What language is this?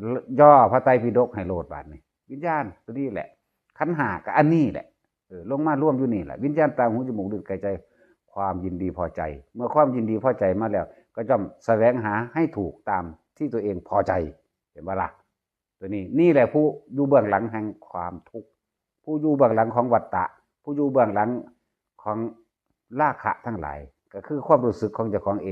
Northeastern Thai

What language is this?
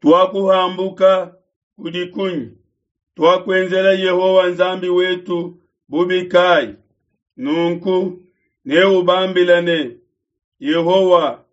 Luba-Lulua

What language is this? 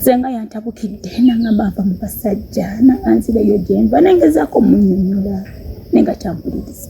Ganda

